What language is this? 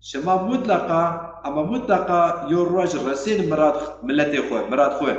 Zaza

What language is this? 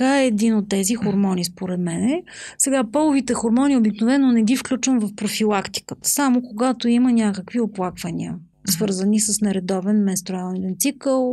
Bulgarian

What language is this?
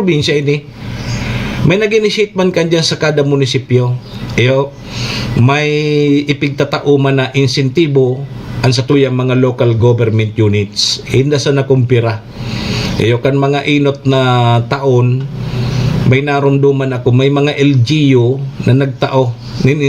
Bikol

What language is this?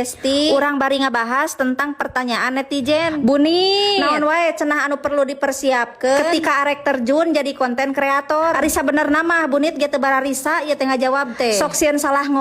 Sundanese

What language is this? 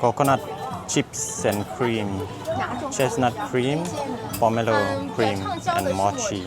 Mizo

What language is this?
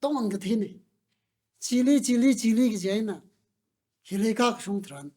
Tangkhul Naga (India)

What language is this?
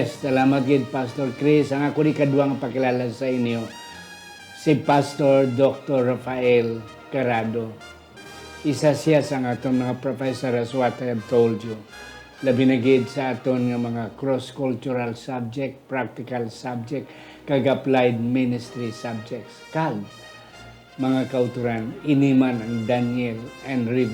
Hiligaynon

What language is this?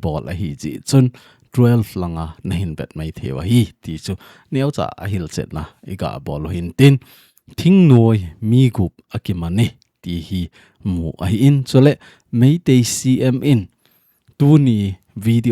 Thado Chin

